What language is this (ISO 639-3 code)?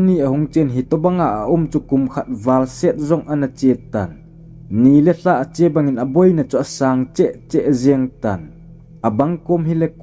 tcz